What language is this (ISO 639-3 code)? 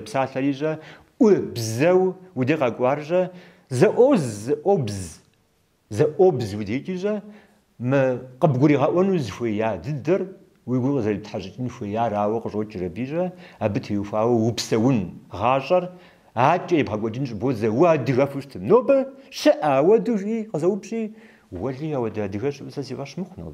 kbd